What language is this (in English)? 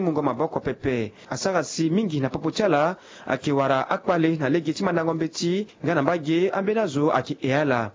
Sango